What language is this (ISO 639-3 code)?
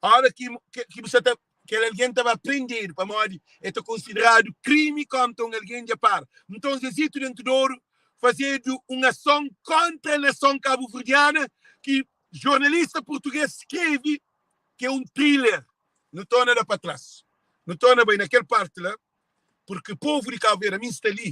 kea